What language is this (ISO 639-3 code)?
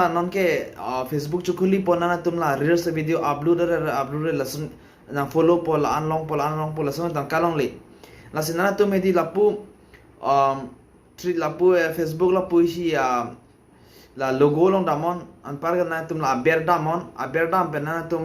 mjw